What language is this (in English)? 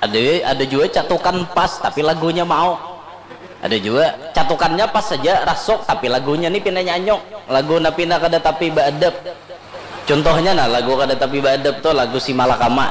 Banjar